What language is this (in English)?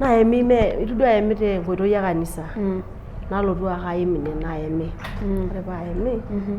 Masai